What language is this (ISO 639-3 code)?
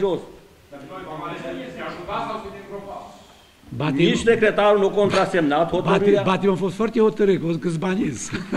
ron